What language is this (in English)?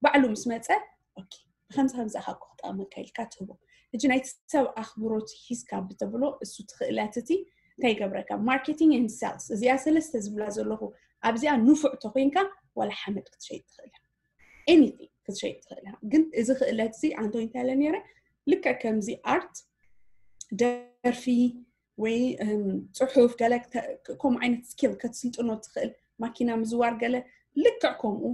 Tigrinya